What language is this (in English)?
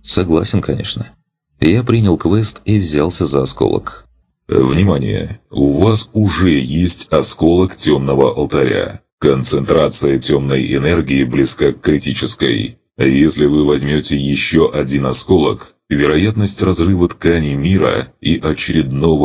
Russian